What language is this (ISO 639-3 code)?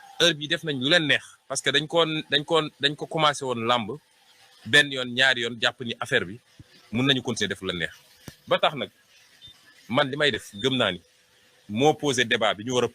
wol